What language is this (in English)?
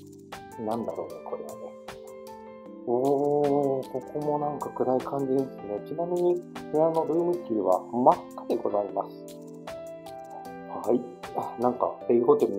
Japanese